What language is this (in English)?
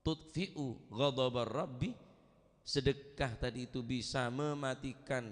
Madurese